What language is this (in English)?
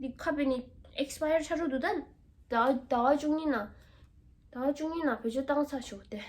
Tibetan